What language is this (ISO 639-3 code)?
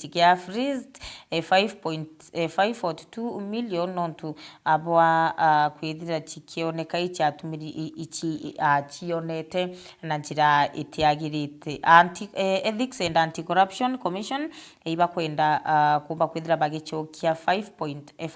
mer